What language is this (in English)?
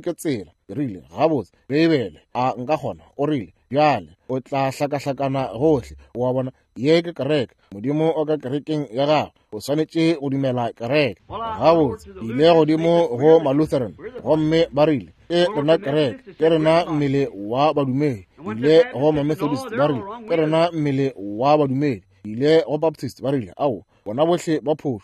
Northern Sotho